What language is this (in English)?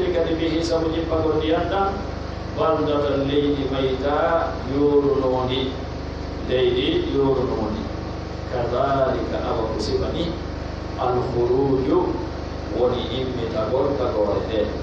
Pular